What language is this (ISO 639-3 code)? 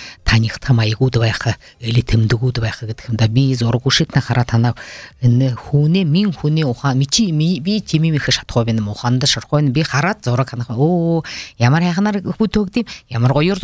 bua